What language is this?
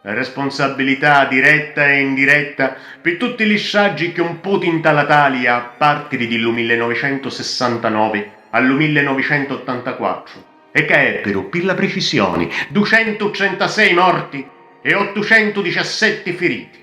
Sicilian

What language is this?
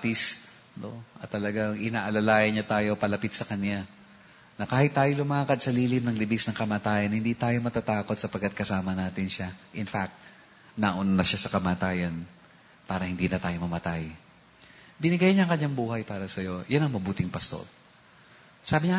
Filipino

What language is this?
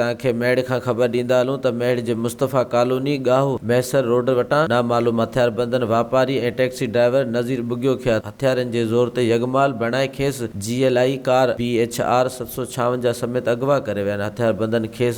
Sindhi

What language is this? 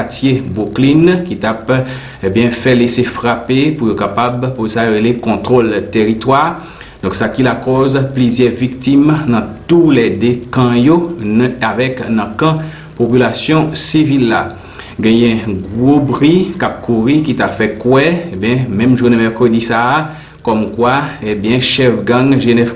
Haitian Creole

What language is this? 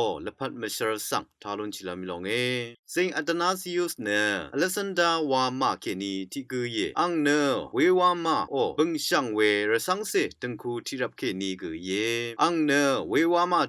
Rawang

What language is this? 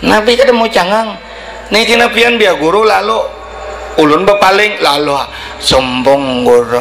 Banjar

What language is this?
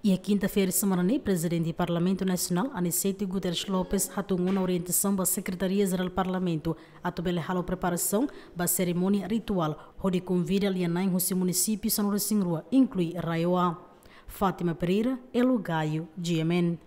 Tetum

